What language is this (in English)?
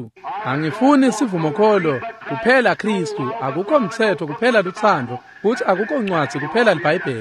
Swati